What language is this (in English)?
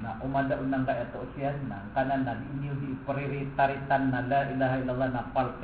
Maranao